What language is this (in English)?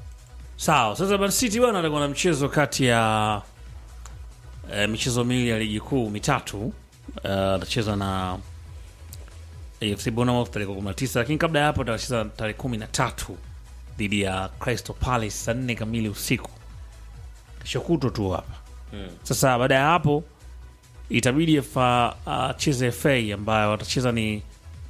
Swahili